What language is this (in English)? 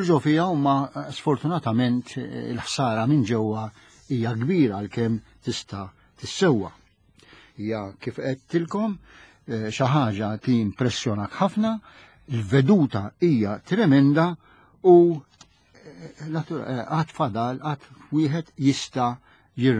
Maltese